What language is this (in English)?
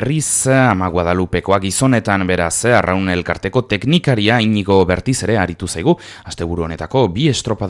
Basque